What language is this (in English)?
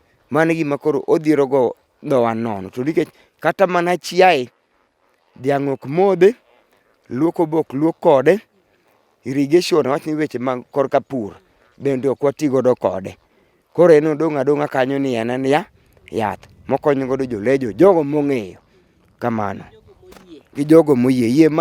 Luo (Kenya and Tanzania)